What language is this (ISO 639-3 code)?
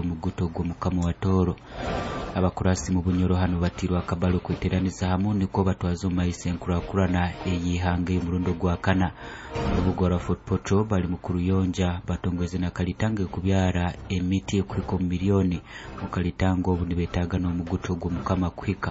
nyo